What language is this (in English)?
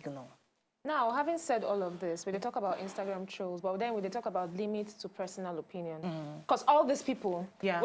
Nigerian Pidgin